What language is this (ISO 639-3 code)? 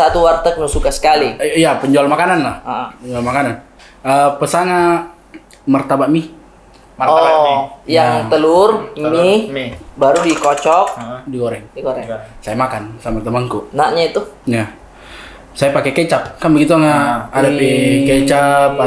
mfp